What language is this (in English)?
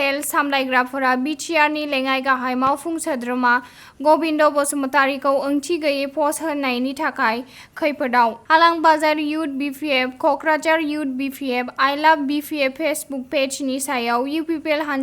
Bodo